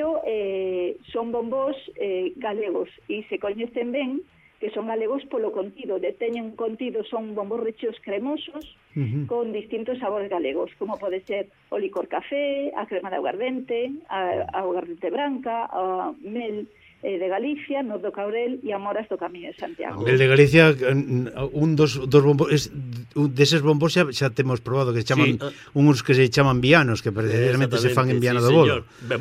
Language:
Galician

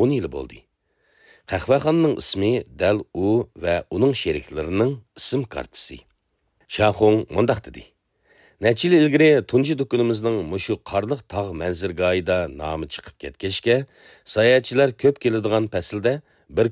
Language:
Uyghur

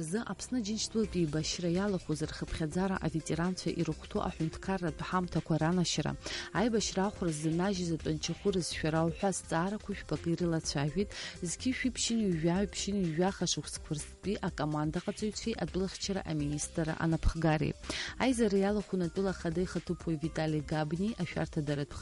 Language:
Abkhazian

